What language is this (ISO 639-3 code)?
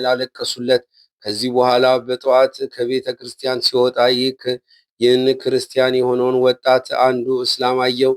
amh